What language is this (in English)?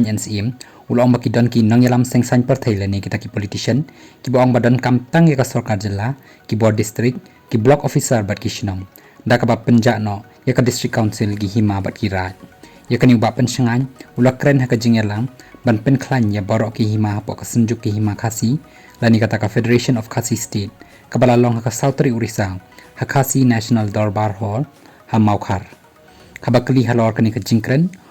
Khasi